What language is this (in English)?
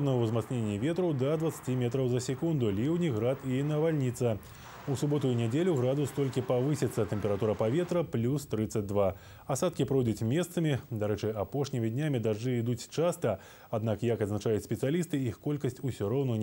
Belarusian